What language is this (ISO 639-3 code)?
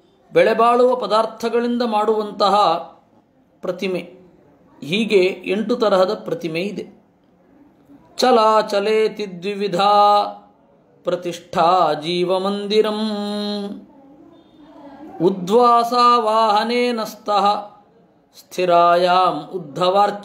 kan